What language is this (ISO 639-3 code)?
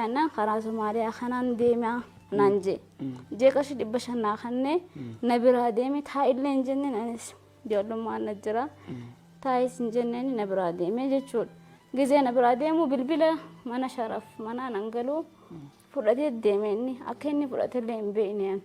orm